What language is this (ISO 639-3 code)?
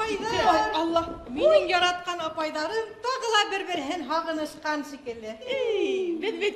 bak